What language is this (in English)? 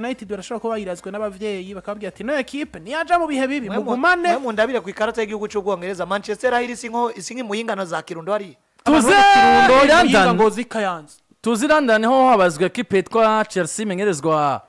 Rundi